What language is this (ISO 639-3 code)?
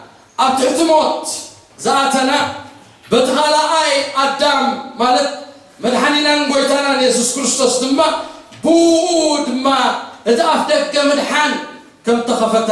tir